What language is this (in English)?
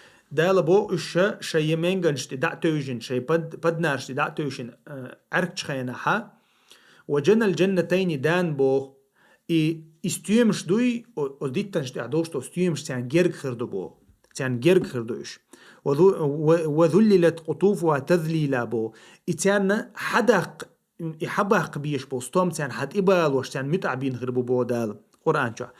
Chechen